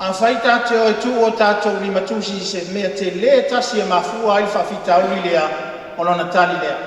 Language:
Samoan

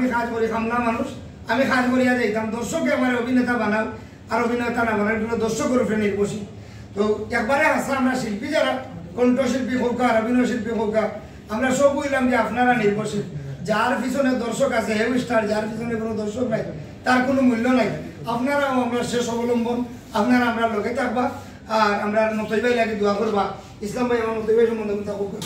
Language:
Sylheti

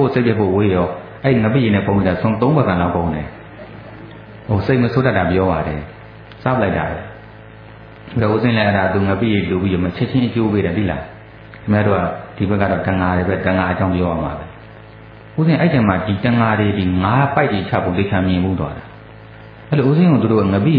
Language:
Burmese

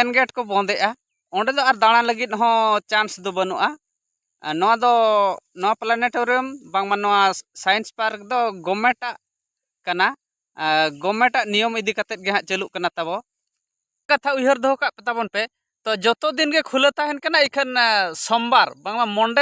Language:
Santali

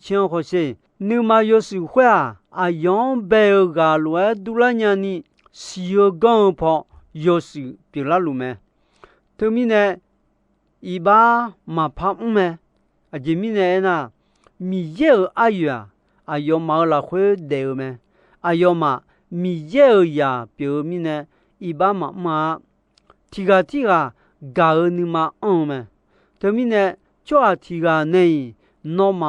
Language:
Akha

